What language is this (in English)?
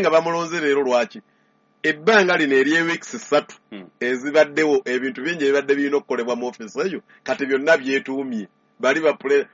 Ganda